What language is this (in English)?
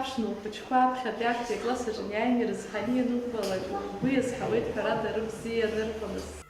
Abkhazian